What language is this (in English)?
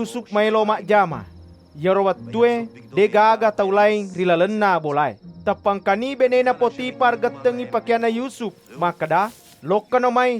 Buginese